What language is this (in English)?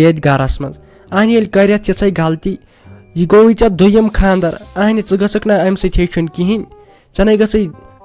Kashmiri